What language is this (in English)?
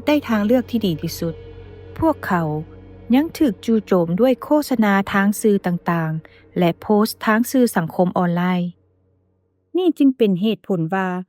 Lao